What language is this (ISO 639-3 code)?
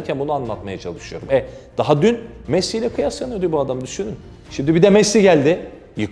tur